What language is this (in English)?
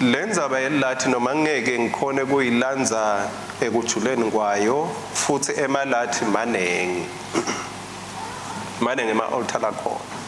Swati